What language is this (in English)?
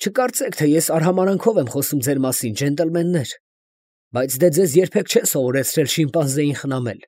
Armenian